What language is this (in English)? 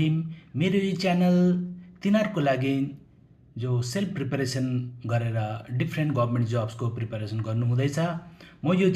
Nepali